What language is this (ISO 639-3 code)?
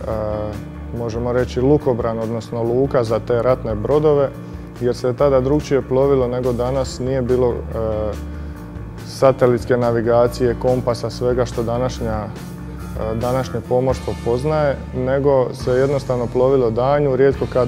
hrv